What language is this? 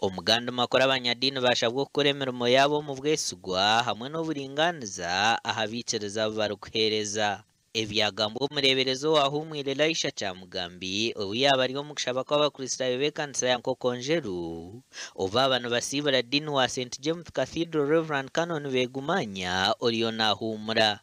Nyankole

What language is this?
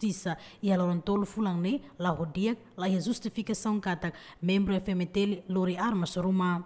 Tetum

